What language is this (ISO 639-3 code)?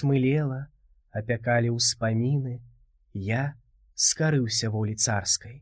bel